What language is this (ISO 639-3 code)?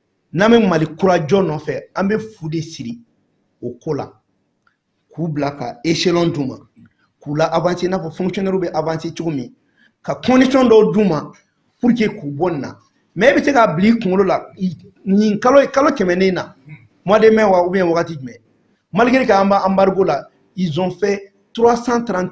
bam